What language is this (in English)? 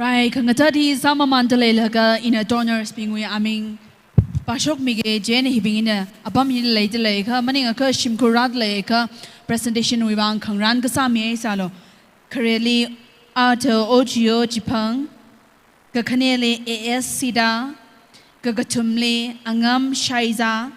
Tangkhul Naga (India)